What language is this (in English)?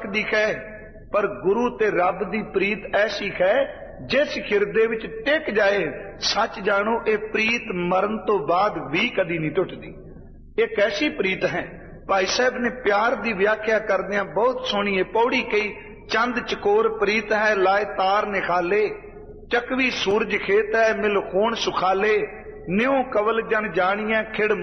Punjabi